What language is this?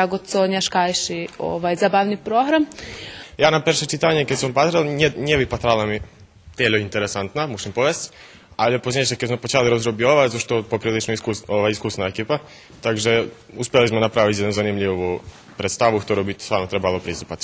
Rusyn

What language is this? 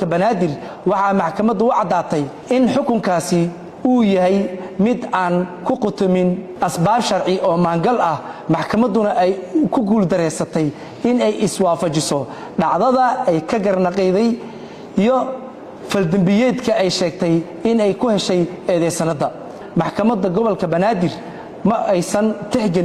Somali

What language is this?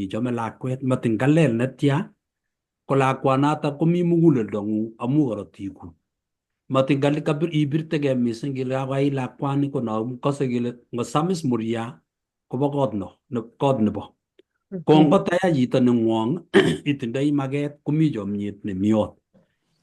Kalenjin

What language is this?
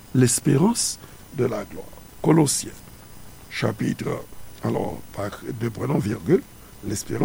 Haitian Creole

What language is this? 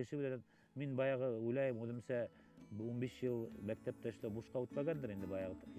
Bashkir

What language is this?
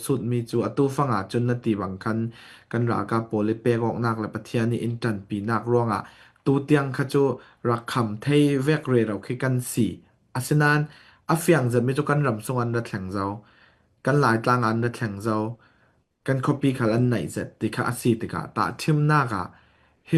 Falam Chin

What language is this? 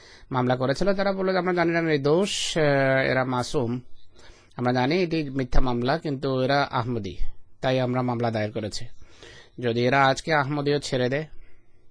Bangla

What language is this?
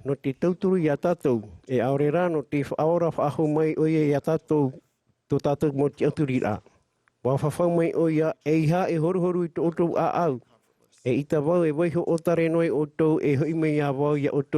Tahitian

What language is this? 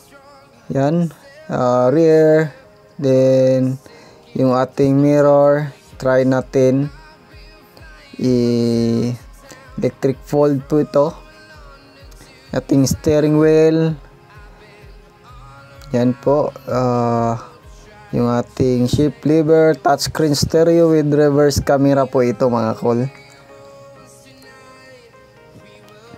Filipino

